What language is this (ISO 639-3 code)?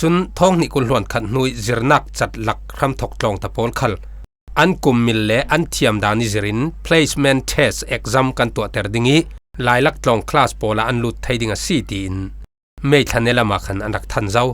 cfm